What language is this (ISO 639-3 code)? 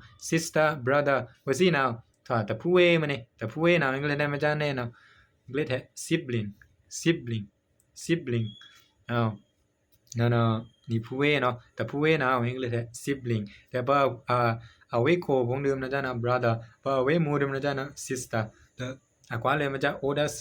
lao